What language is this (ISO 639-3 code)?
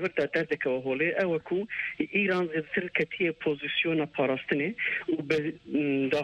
kur